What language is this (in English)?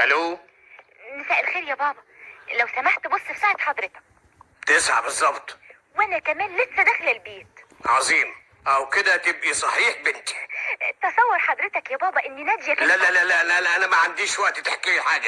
Egyptian Arabic